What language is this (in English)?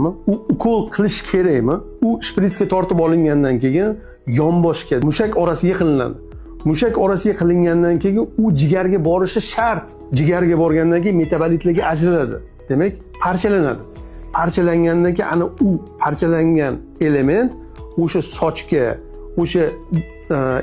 Uzbek